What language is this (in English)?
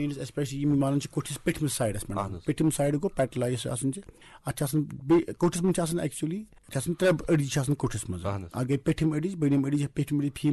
Kashmiri